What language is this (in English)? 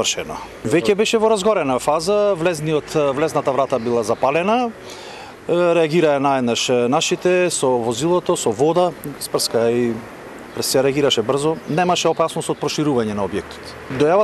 Macedonian